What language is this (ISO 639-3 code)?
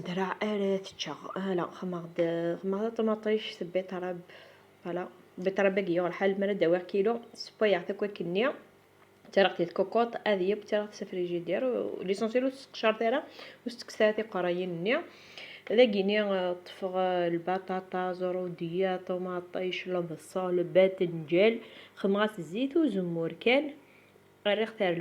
kab